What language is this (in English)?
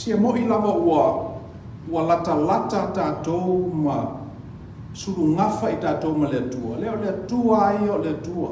Samoan